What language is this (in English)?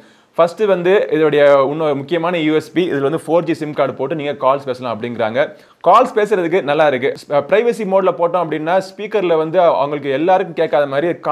Tamil